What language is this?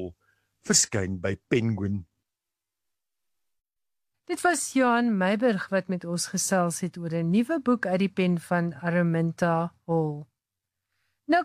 Afrikaans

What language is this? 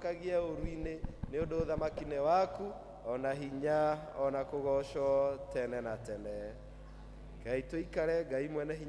Kikuyu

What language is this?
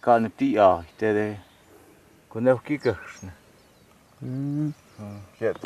Totontepec Mixe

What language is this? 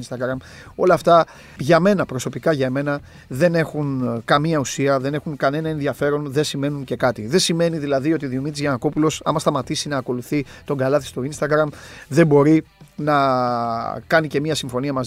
Greek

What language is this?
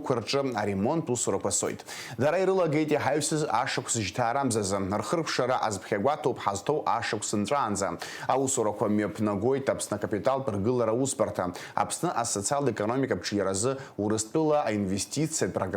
Abkhazian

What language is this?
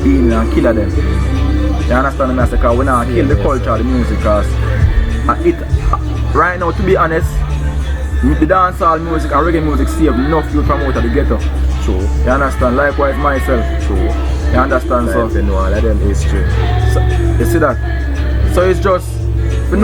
Jamaican Creole English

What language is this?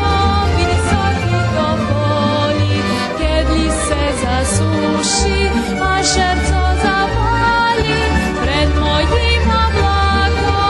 Rusyn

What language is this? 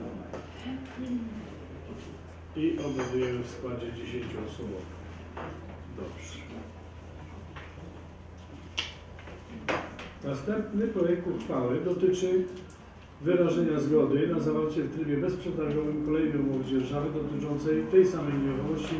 Polish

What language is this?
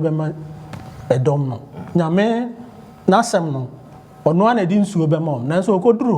Akan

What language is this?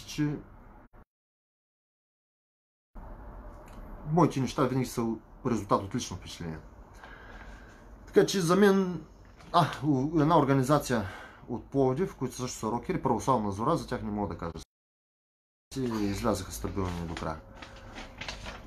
Bulgarian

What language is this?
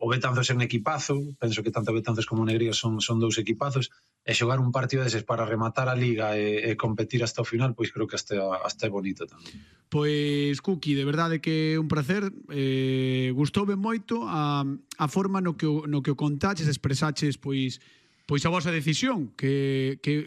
Galician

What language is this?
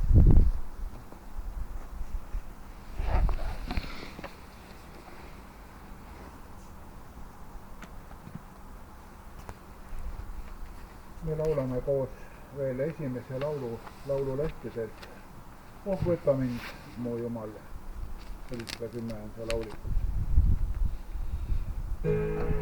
Estonian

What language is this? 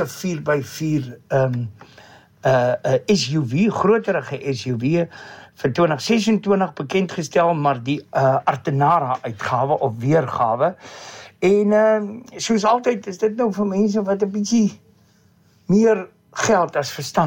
Afrikaans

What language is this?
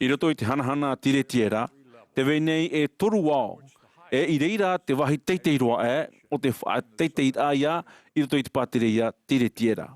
Tahitian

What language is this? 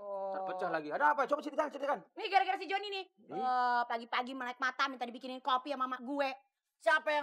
Betawi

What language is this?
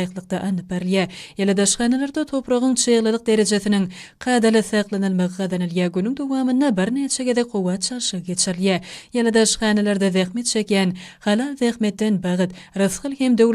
Turkmen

